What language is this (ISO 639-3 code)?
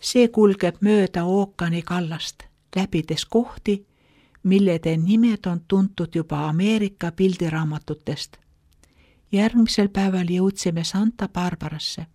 est